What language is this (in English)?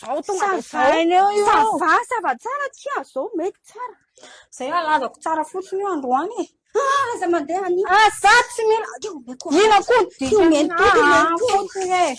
Malagasy